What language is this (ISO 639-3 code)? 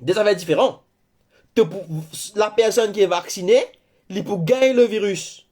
mfe